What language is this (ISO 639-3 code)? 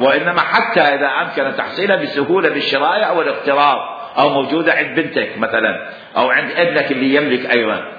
acm